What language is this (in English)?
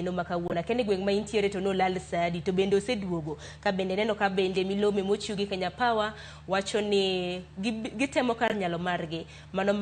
Luo (Kenya and Tanzania)